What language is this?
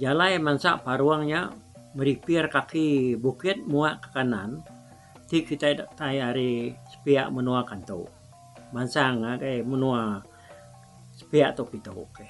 Iban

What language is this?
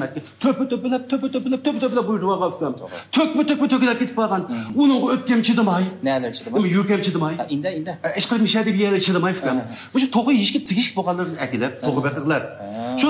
Uyghur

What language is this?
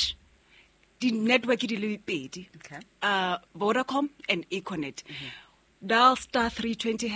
Southern Sotho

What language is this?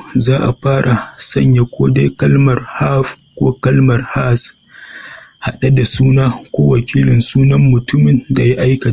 Hausa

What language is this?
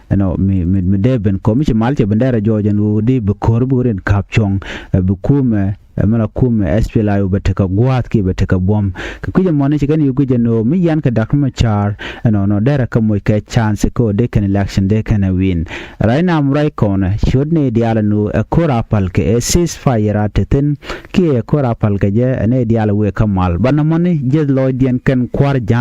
Nuer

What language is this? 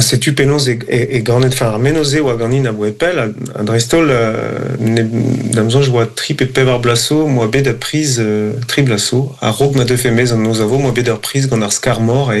Breton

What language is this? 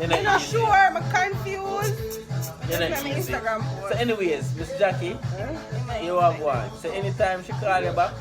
Jamaican Creole English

